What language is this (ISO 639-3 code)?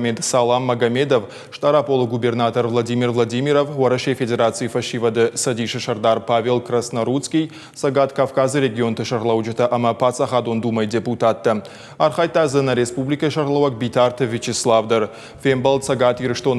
oss